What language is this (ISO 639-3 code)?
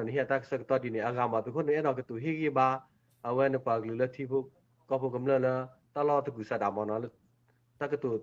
ksw